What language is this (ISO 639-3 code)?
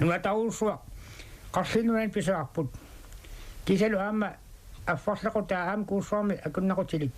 kal